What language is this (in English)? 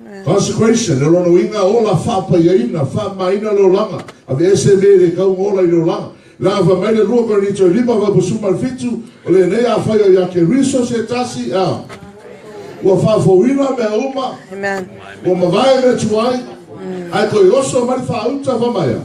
Samoan